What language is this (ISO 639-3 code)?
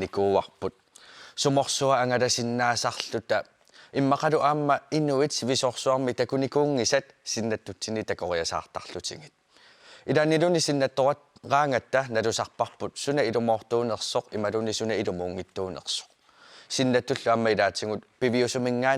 kal